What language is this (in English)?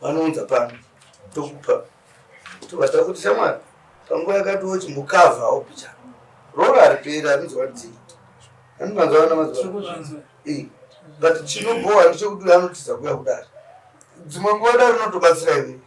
Shona